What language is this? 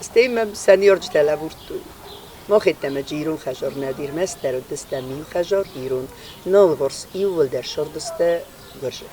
Ossetic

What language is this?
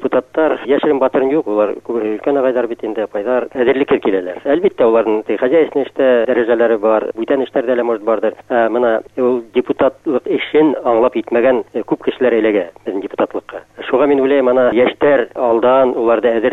Bashkir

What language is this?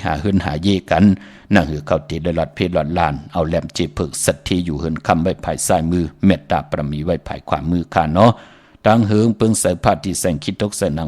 Shan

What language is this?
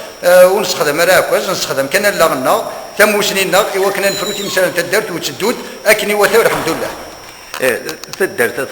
Kabyle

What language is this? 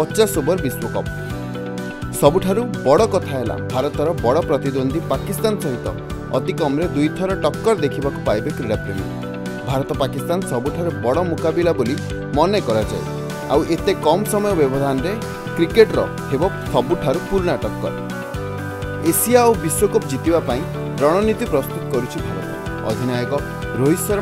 Odia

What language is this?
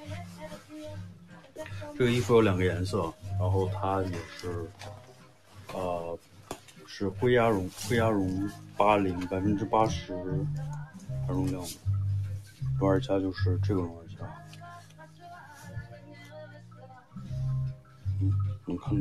Chinese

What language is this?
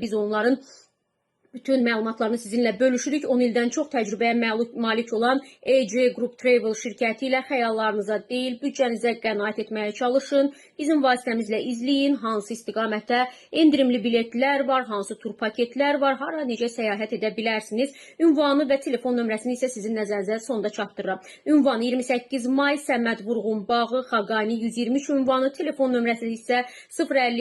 Azerbaijani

